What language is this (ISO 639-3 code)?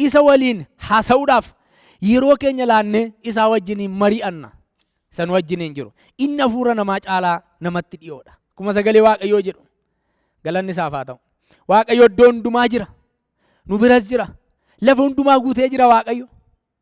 orm